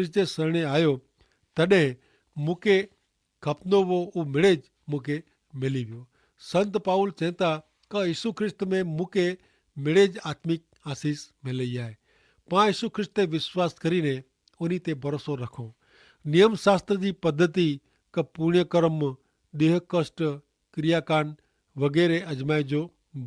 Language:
Kachhi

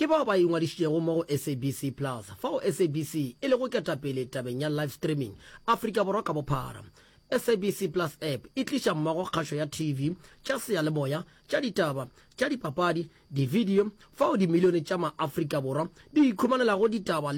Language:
Northern Sotho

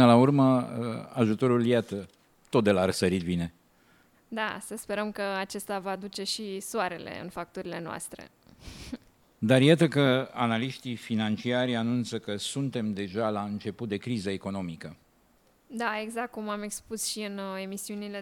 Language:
Romanian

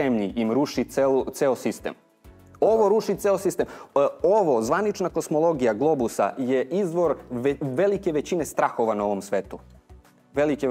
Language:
Serbian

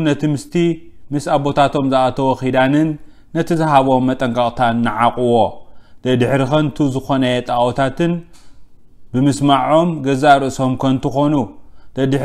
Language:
Tigrinya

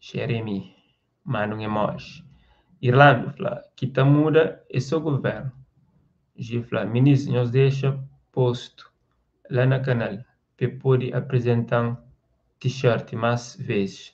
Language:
Kabuverdianu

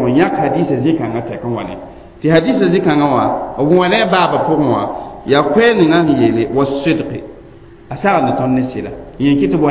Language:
Mossi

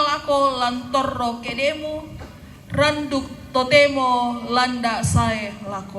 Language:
Toraja-Sa'dan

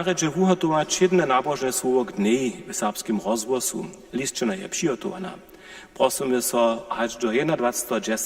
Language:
Upper Sorbian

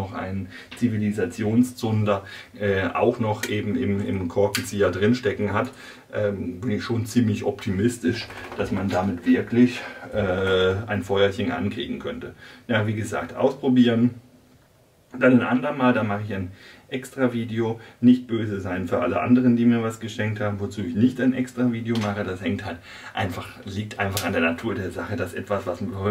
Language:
German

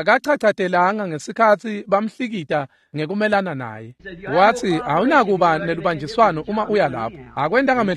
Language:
Swati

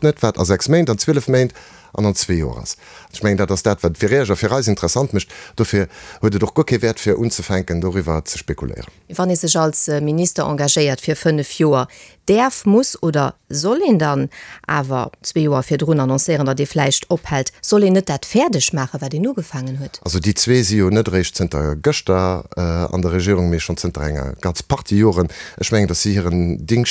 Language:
Luxembourgish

